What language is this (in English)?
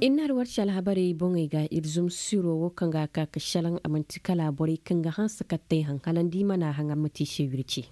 Koyraboro Senni